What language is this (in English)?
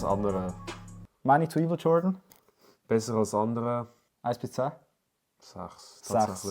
Swiss German